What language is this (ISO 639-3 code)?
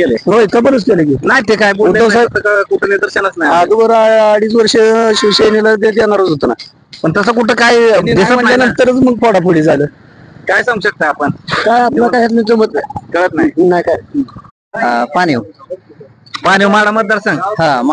mar